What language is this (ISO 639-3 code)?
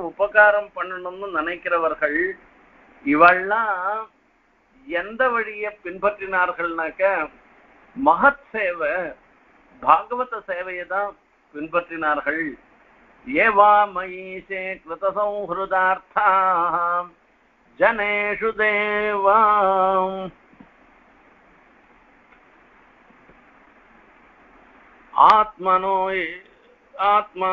tam